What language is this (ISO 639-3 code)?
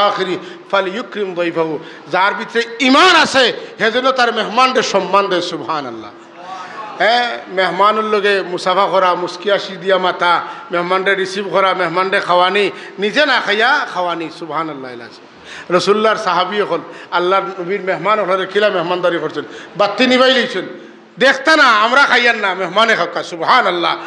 syl